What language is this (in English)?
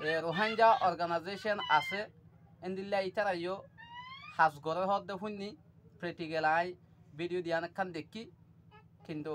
Rohingya